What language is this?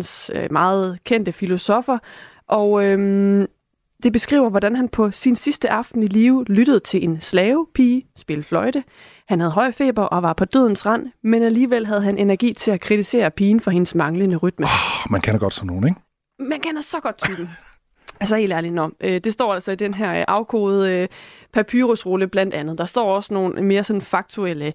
Danish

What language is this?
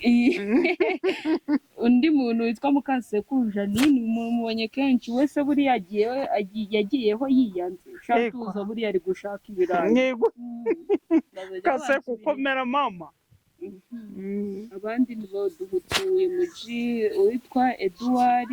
Kinyarwanda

